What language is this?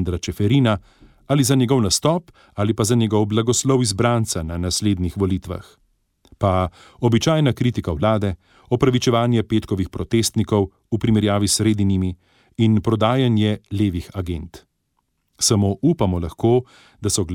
Slovenian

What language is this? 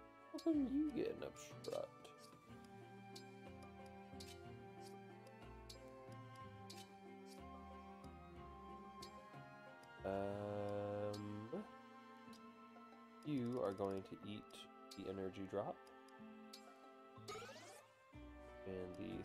English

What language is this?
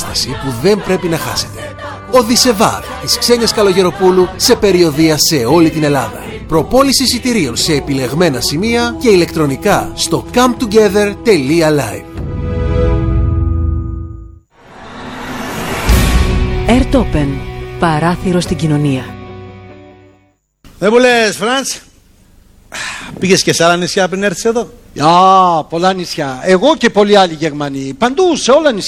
Greek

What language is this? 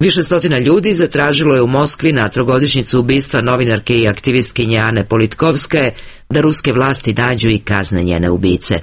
Serbian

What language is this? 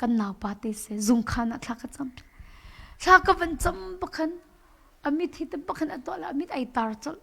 Hakha Chin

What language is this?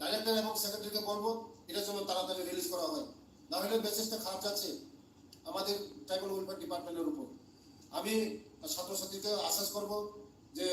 Riang (India)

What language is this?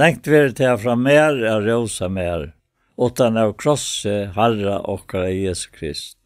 Faroese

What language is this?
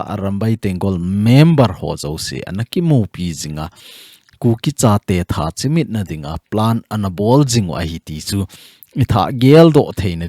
Thado Chin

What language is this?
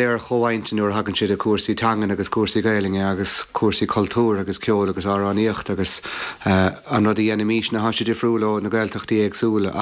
Irish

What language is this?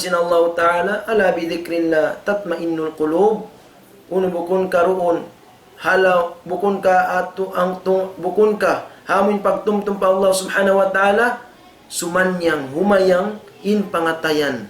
Tausug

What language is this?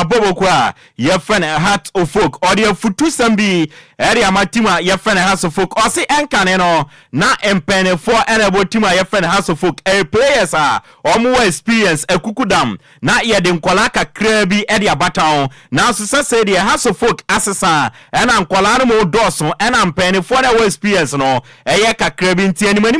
Akan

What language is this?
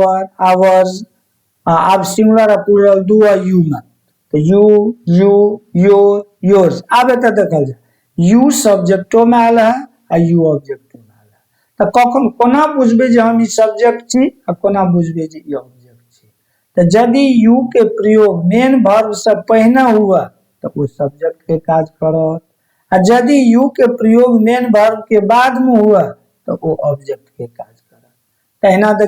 Maithili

